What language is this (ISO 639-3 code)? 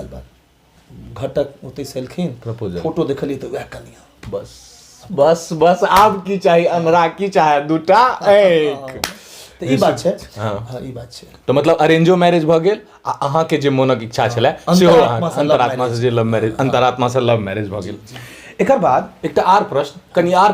mai